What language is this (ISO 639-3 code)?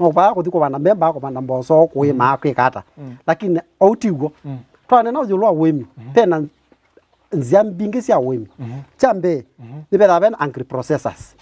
kam